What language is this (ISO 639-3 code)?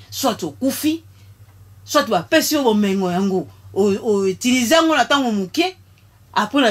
lin